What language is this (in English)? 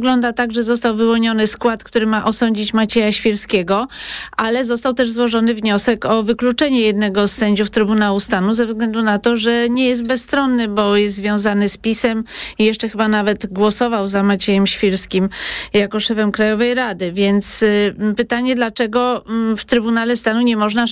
Polish